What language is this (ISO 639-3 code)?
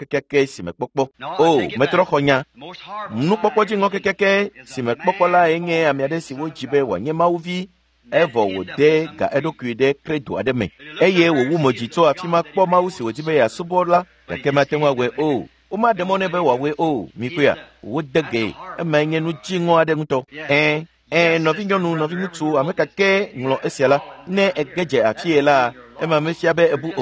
ewe